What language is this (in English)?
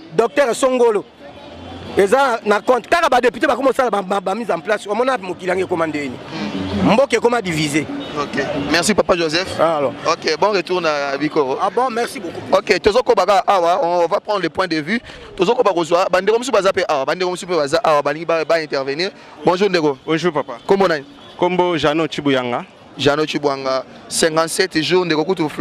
Lingala